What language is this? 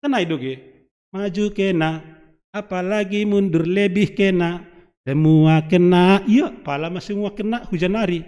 Batak Simalungun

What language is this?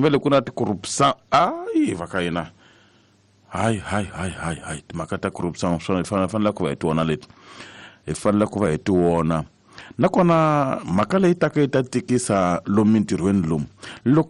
Tsonga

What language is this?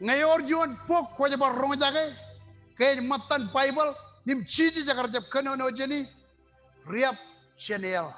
Marshallese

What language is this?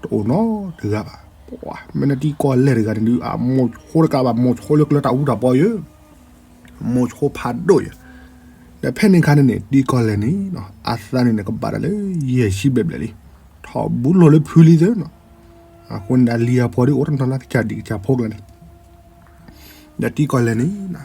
S'gaw Karen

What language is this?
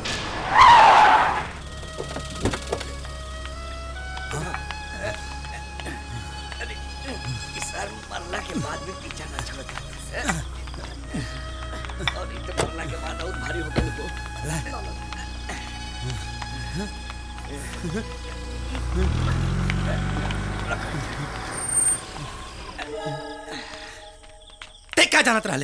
Bhojpuri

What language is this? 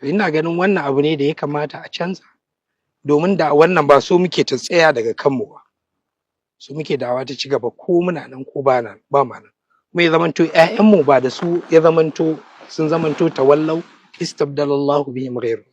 Hausa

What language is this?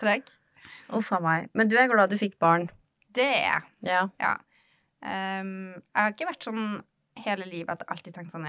Norwegian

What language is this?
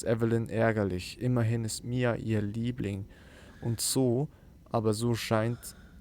Swiss German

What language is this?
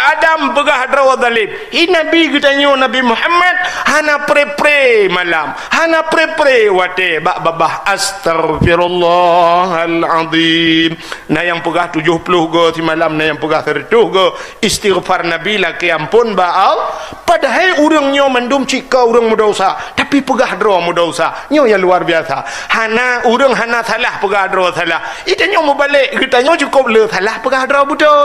Achinese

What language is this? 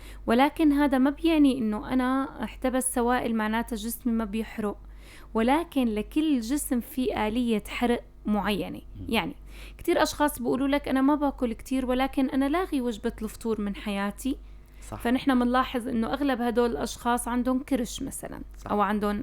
North Levantine Arabic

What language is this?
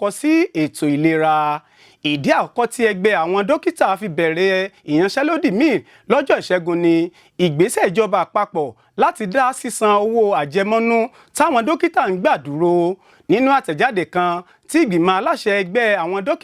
Yoruba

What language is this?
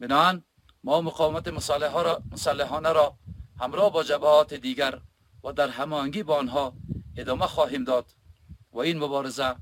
Persian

